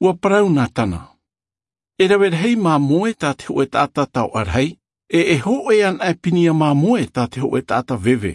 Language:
Tahitian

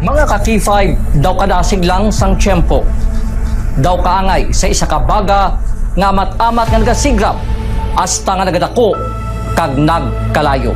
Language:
Hiligaynon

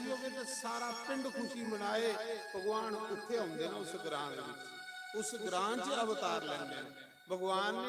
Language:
Dogri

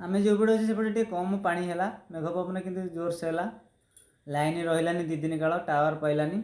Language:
Odia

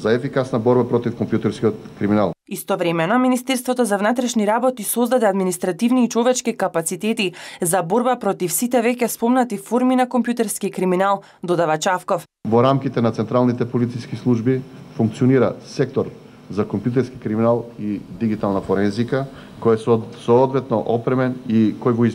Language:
Macedonian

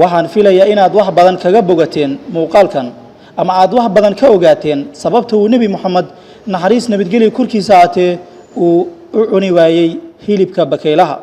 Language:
Somali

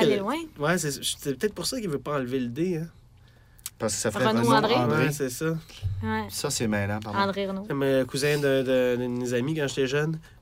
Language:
French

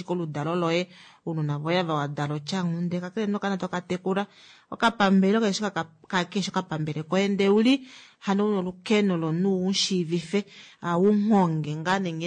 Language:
Kuanyama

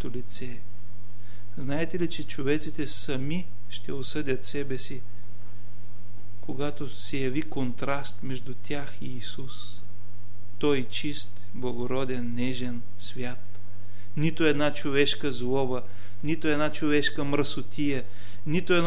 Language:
Bulgarian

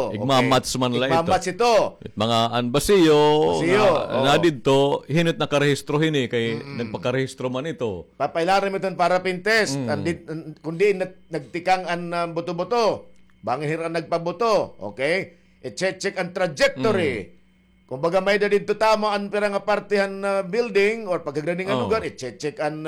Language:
Waray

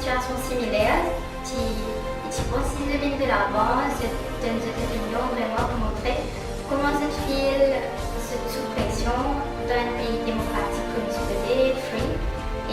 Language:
Morisyen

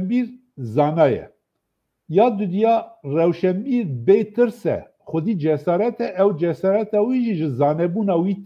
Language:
Kurdish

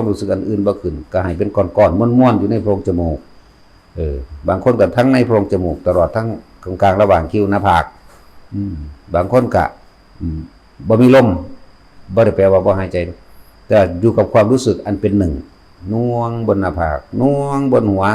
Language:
Northeastern Thai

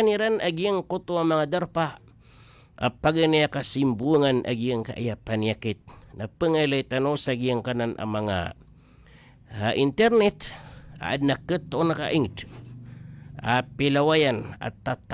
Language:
Maranao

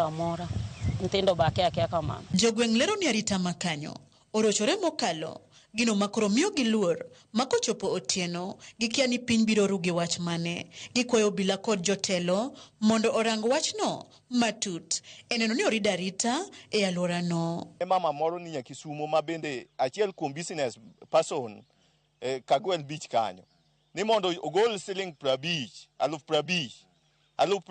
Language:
Luo (Kenya and Tanzania)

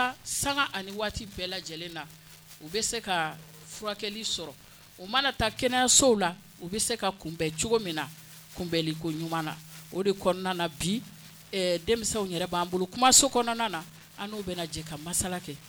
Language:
Bambara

